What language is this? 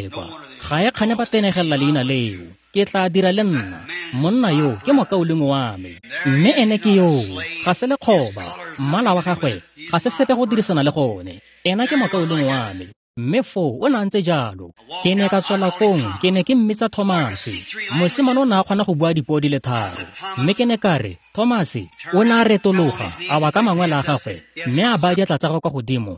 Tswana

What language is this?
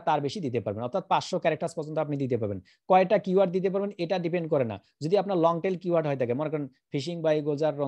Bangla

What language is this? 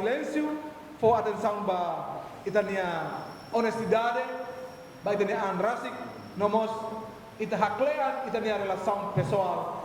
Tetum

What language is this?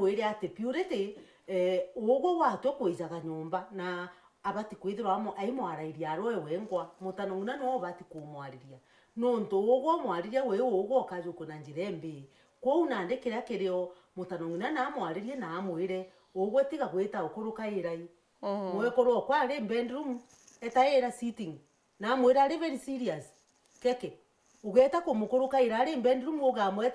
Meru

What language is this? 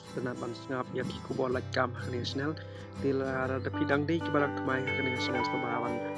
Khasi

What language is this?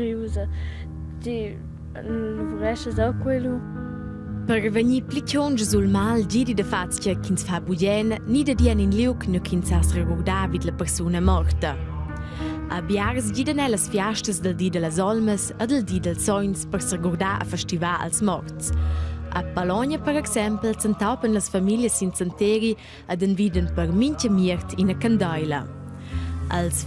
Romansh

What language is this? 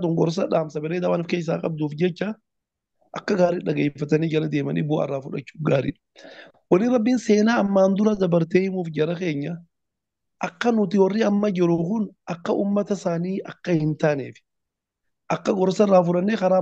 Oromo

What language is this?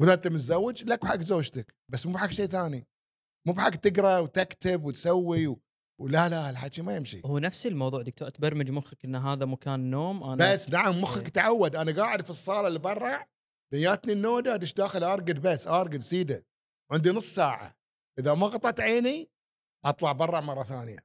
Gulf Arabic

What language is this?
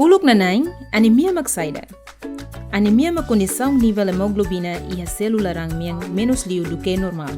Tetum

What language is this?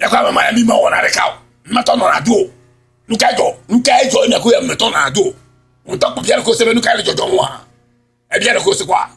Ewe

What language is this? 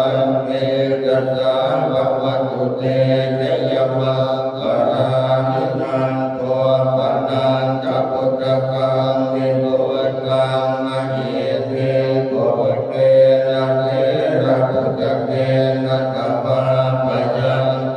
Pali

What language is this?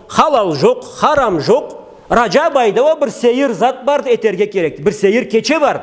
Karachay-Balkar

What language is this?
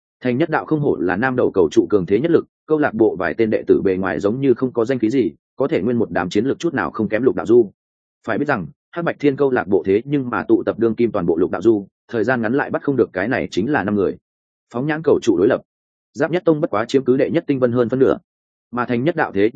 Vietnamese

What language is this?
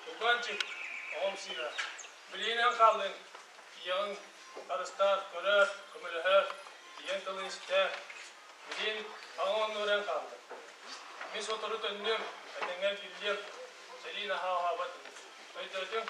Yakut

